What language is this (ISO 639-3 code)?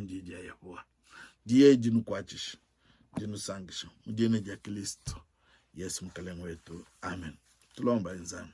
lua